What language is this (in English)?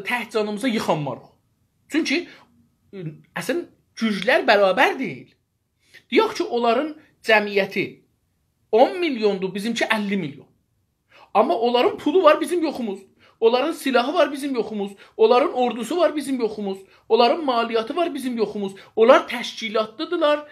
South Azerbaijani